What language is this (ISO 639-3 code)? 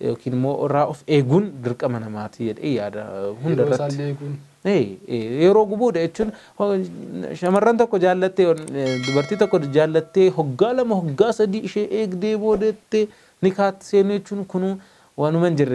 orm